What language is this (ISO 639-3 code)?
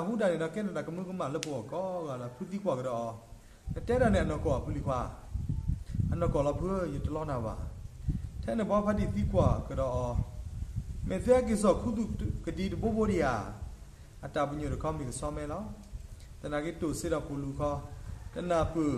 ksw